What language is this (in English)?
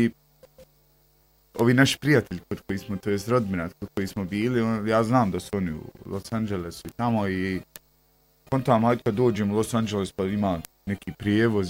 Bosnian